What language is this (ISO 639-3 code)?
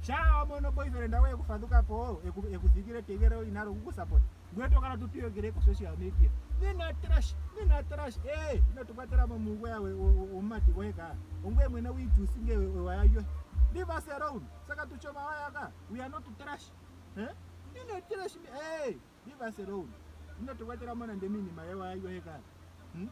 ndo